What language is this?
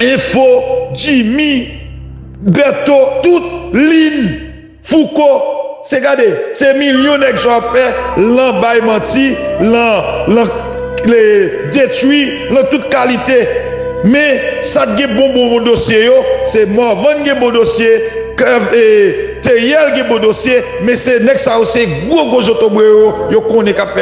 Haitian Creole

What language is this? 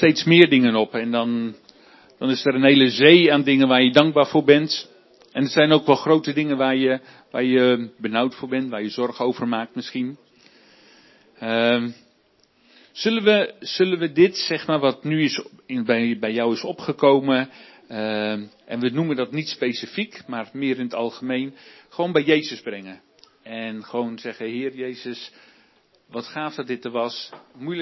Dutch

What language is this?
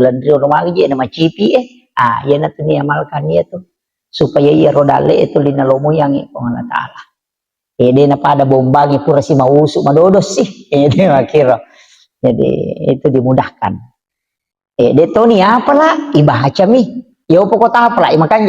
Buginese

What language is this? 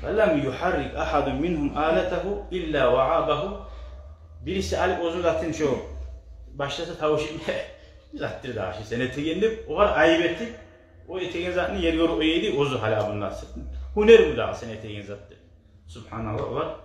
Kumyk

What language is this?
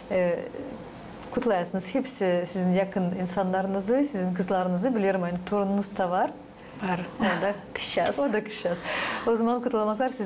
Gagauz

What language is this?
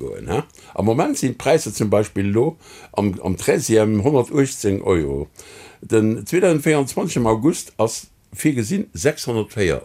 Luxembourgish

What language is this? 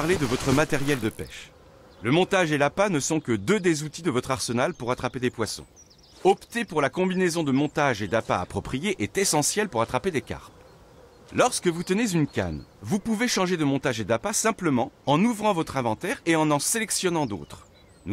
French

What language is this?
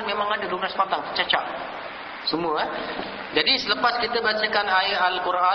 Malay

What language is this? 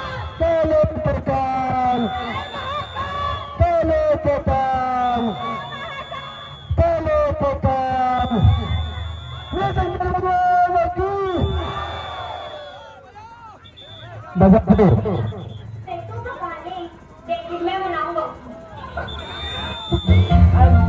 Bhojpuri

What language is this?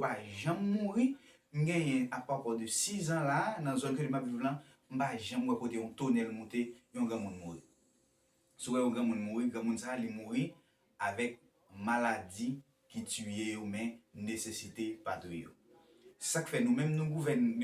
Haitian Creole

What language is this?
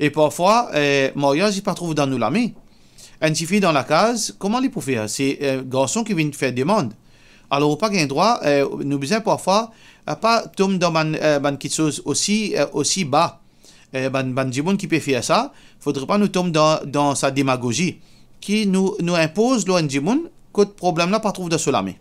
Morisyen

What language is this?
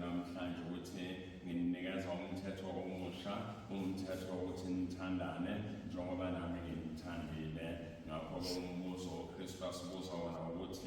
Zulu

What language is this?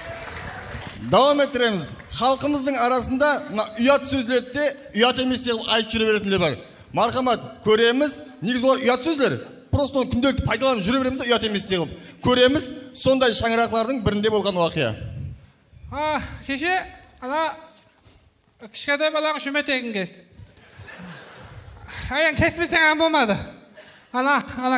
Kazakh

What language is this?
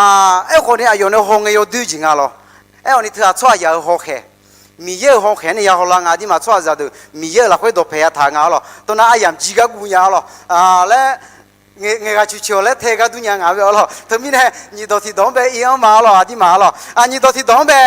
Akha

